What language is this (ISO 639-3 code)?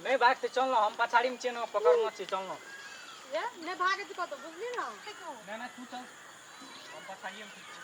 mai